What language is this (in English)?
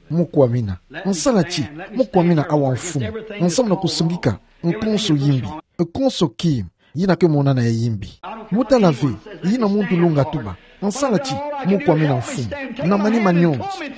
Kituba (Democratic Republic of Congo)